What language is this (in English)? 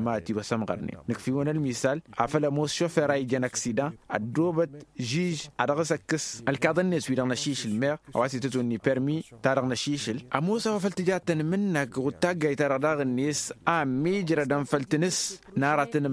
Tamasheq